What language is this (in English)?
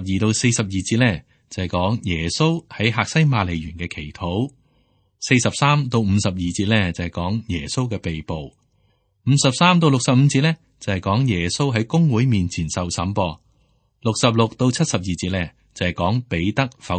Cantonese